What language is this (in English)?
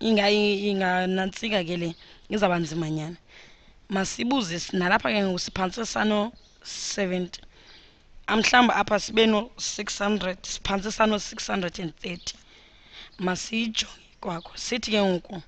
Xhosa